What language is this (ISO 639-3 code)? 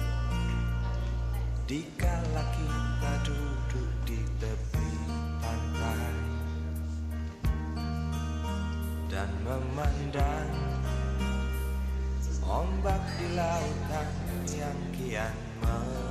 ind